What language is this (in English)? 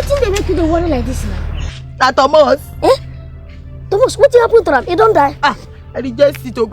Nigerian Pidgin